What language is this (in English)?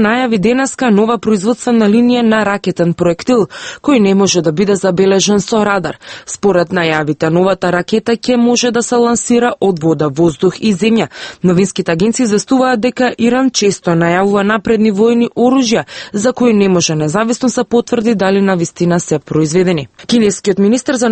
Macedonian